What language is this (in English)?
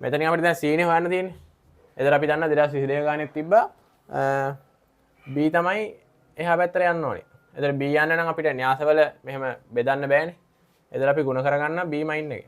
Sinhala